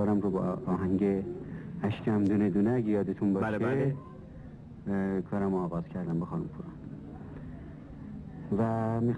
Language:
Persian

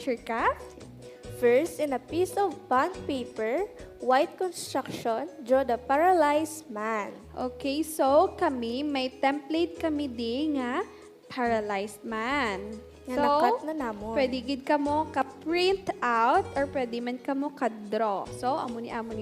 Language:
Hiligaynon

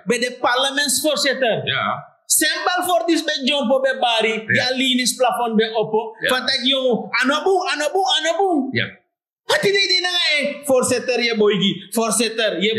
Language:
Sranan Tongo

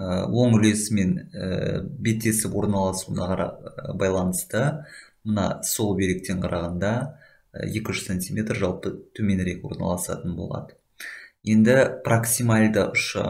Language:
Kazakh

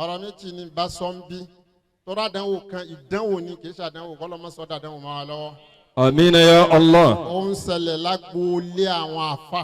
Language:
Yoruba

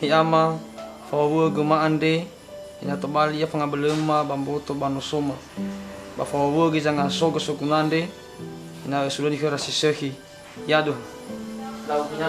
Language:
Nias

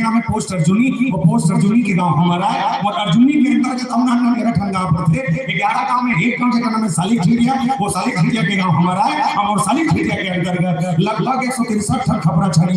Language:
Chhattisgarhi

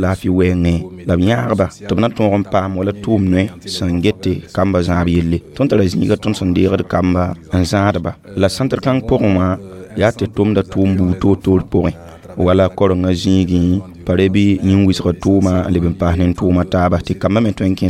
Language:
Mossi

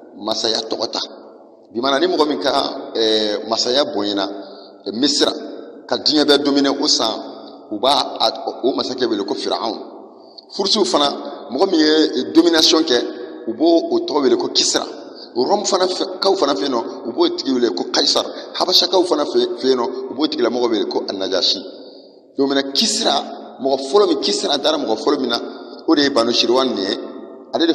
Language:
Bambara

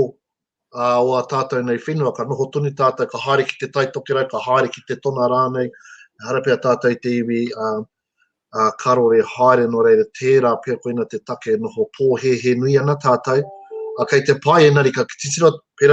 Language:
Māori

